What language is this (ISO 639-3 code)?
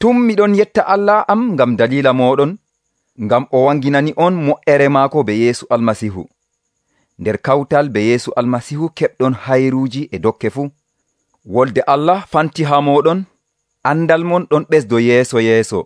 fuv